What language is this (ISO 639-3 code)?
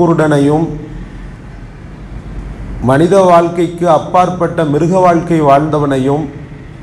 tam